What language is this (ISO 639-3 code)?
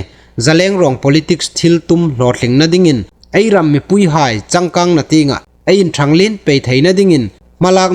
hmr